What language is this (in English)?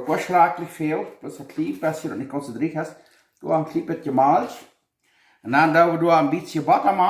Plautdietsch